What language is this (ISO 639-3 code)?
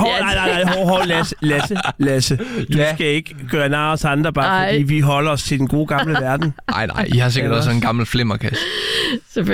dan